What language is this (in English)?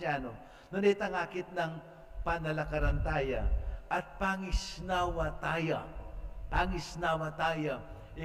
Pampanga